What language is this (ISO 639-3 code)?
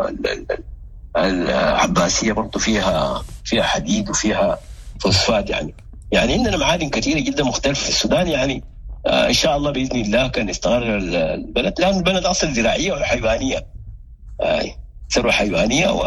apd